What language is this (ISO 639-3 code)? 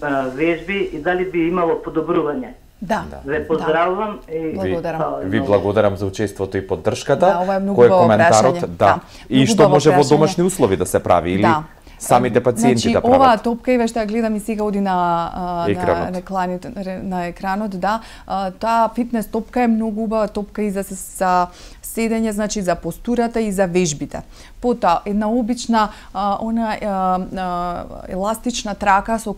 mkd